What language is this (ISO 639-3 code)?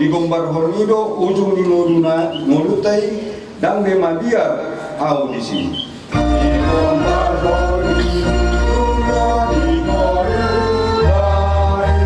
bbc